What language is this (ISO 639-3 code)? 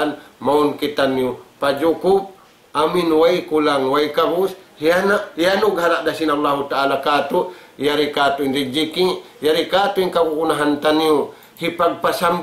tsg